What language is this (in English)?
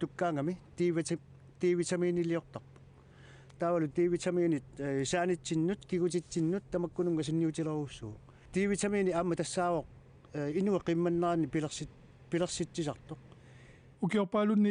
Kalaallisut